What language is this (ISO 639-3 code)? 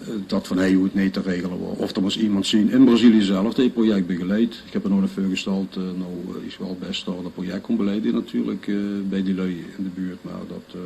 lim